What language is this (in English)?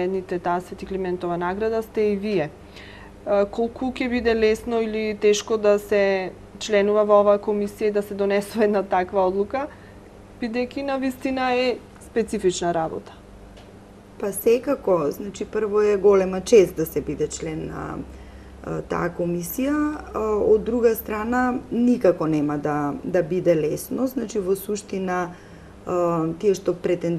Macedonian